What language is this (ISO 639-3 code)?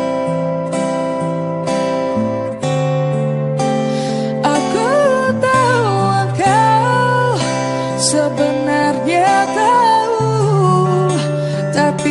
ind